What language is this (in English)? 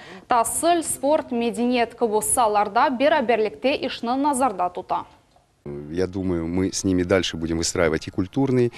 Crimean Tatar